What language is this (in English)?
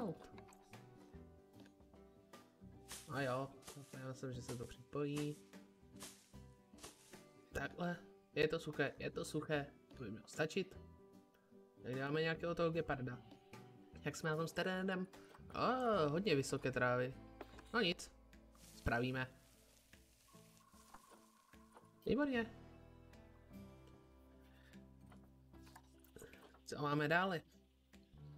Czech